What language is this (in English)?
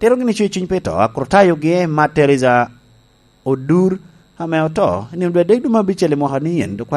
Lango (Uganda)